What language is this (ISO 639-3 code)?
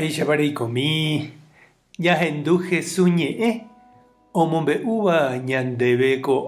grn